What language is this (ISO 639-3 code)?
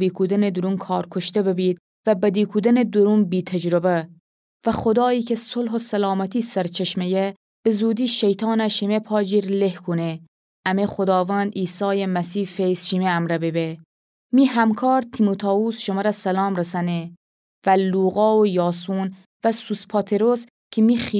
glk